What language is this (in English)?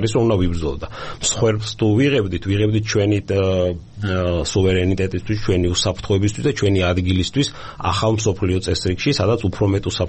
Georgian